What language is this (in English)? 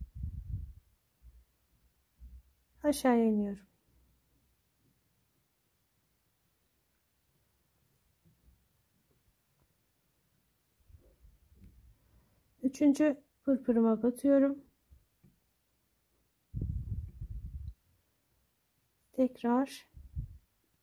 Turkish